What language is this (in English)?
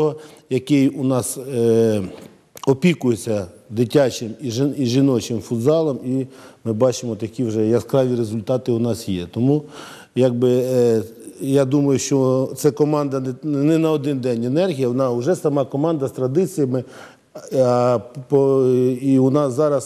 Ukrainian